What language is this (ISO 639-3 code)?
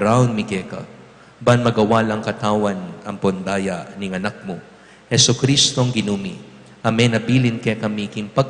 pam